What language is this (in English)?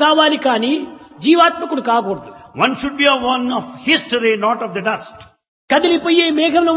Telugu